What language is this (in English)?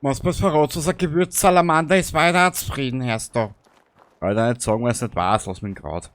Bavarian